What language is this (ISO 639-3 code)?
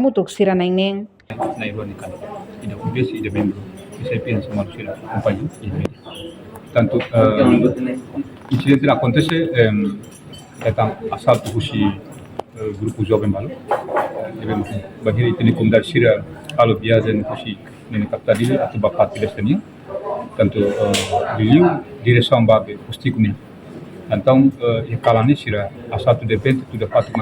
tet